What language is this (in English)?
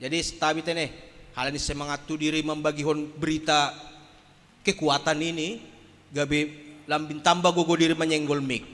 Batak Simalungun